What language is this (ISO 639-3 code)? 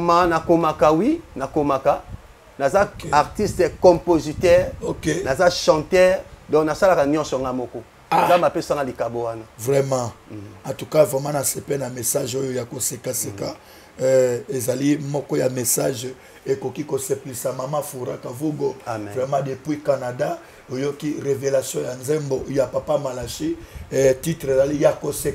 lin